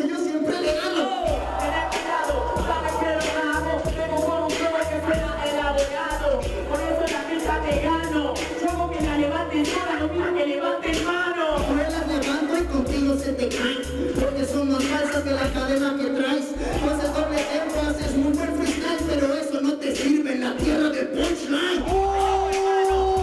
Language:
Spanish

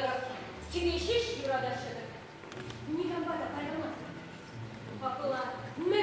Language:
Chuvash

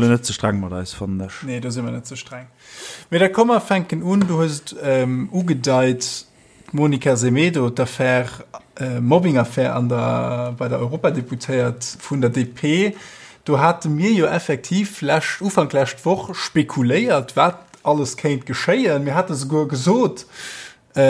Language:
Luxembourgish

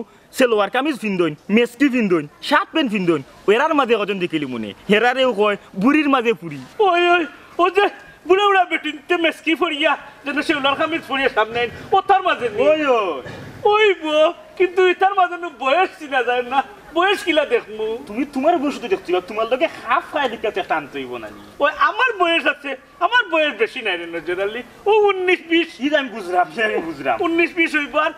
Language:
Sylheti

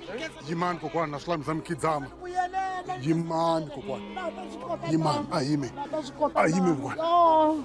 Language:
Tsonga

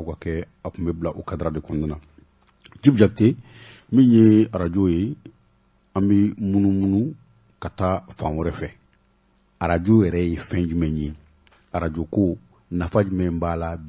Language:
Bambara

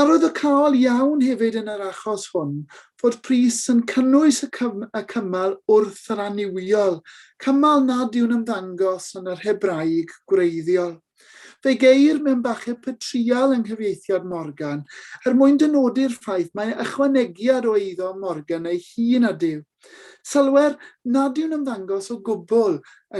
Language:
Welsh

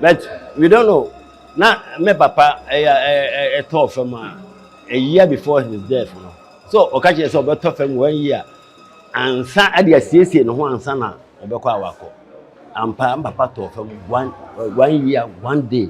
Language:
Akan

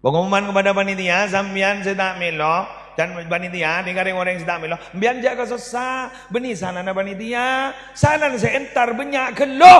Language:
Madurese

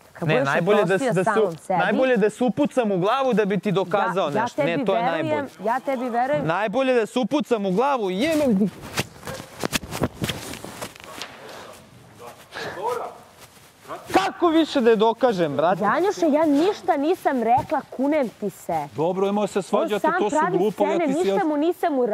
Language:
Serbian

